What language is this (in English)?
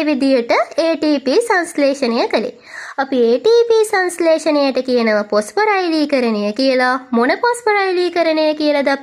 Sinhala